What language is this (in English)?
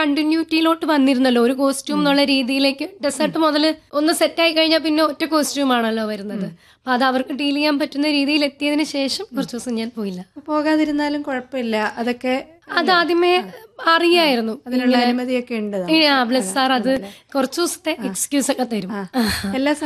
Malayalam